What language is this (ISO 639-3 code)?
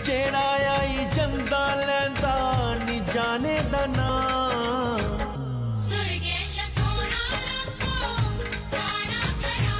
doi